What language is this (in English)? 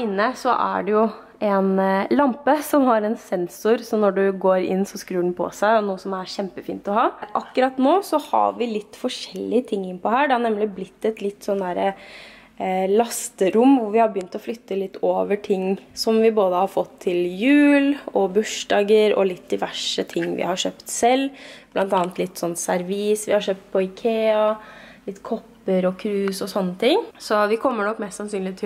Norwegian